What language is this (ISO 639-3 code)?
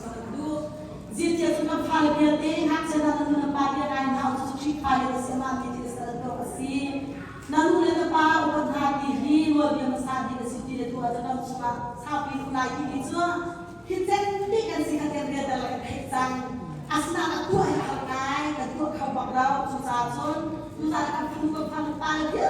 cnh